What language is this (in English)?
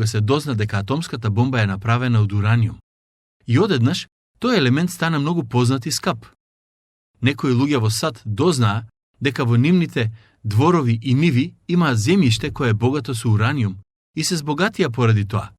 Macedonian